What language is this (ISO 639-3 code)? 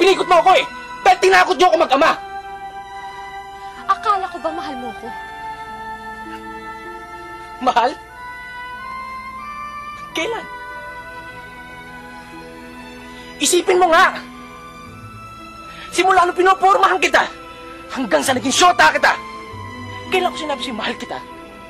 fil